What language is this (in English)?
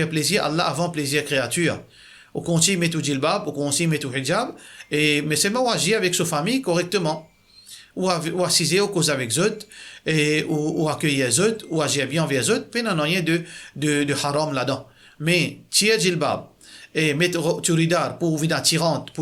Morisyen